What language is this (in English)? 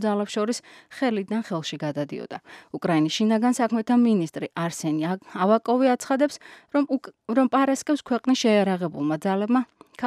Georgian